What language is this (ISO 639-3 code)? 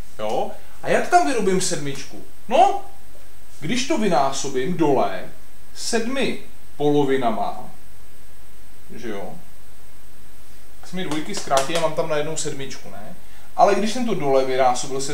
ces